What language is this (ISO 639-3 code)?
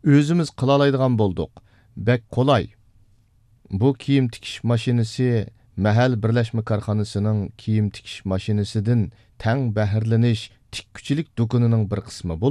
uig